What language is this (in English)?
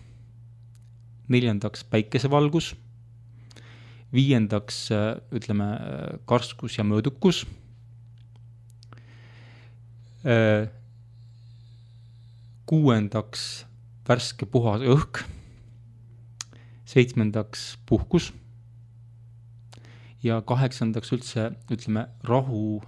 Estonian